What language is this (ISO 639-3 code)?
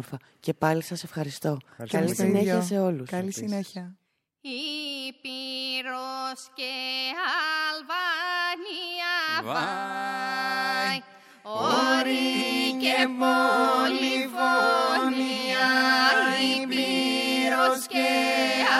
ell